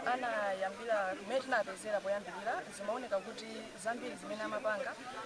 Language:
Nyanja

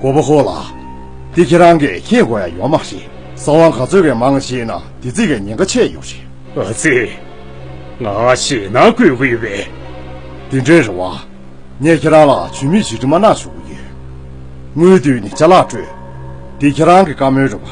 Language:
Tibetan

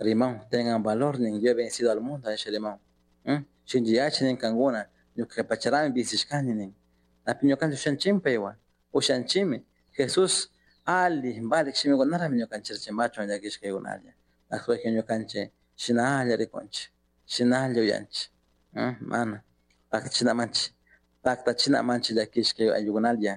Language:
Chimborazo Highland Quichua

